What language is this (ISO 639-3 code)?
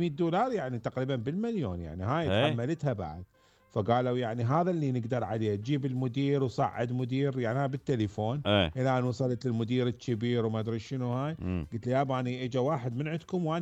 acm